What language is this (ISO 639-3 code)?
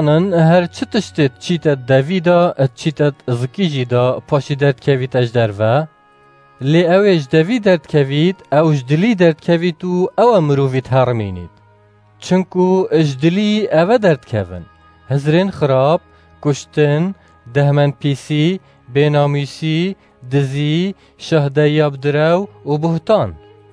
kur